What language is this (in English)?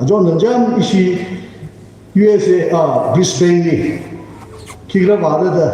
Tangkhul Naga (India)